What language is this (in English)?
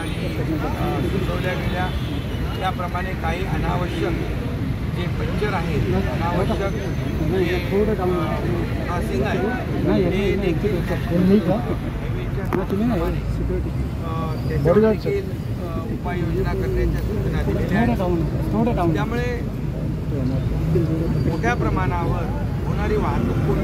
Marathi